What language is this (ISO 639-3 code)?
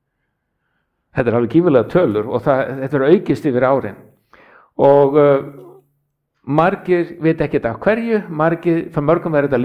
isl